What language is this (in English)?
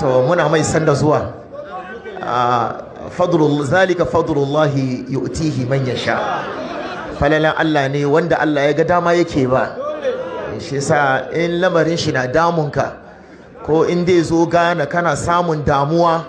Hausa